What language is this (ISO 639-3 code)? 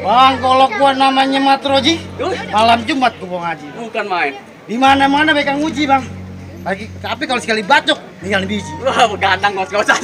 bew